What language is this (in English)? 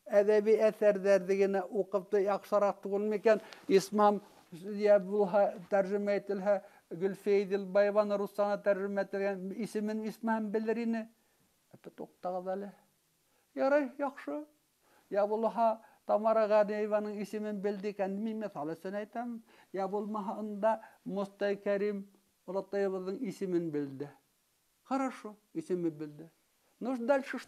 Bashkir